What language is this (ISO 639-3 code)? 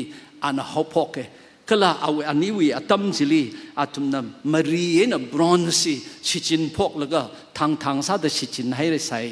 nmf